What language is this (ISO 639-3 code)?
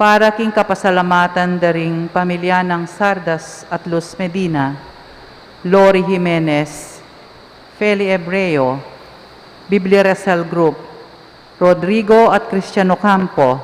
pam